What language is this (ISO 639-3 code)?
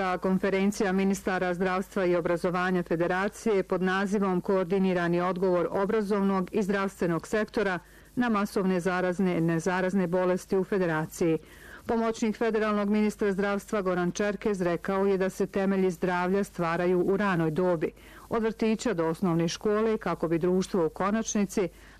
bos